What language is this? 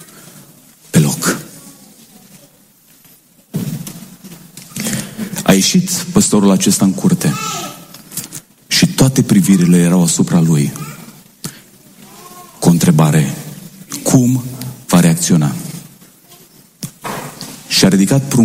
Romanian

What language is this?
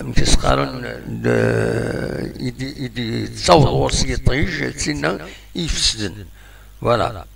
Kabyle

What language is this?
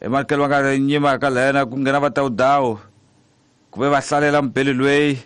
Tsonga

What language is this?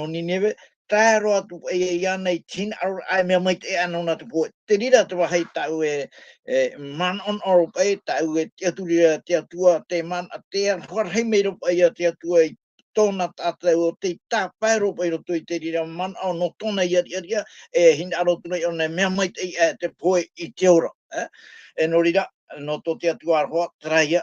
Tahitian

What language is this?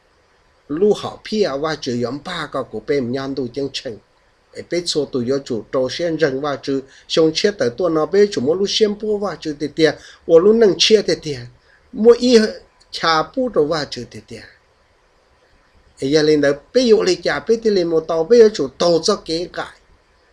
Vietnamese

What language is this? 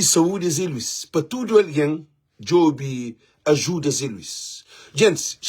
Kabuverdianu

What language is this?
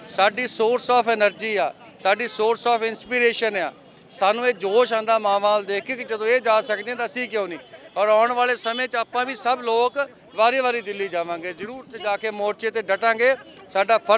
Punjabi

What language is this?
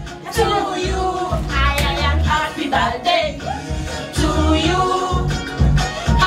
Swahili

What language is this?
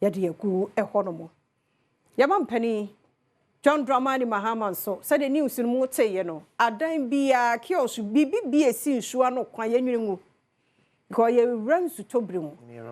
Akan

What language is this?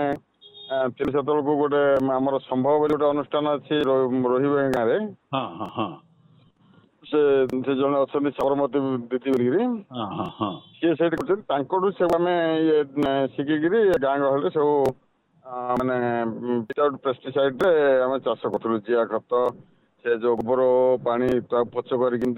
Odia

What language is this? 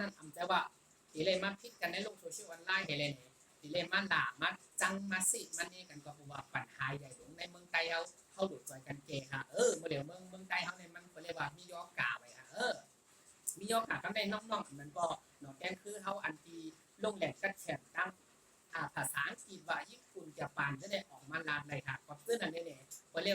Shan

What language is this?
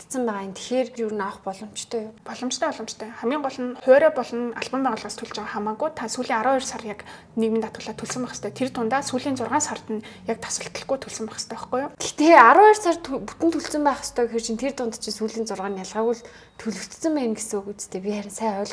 Mongolian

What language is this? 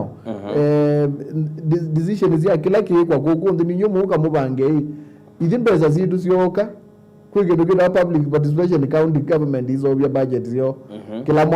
Kamba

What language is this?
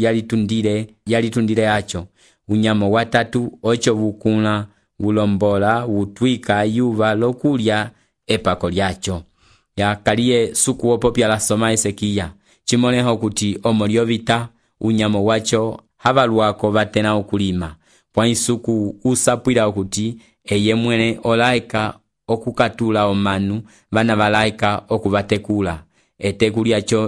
Umbundu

